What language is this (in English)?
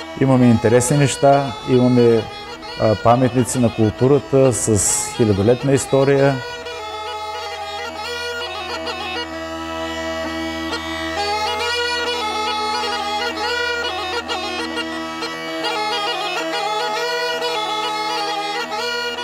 Bulgarian